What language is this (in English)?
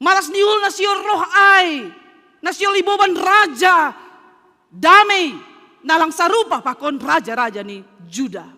Batak Simalungun